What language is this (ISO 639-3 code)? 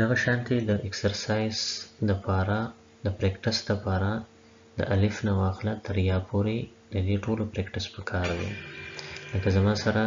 pus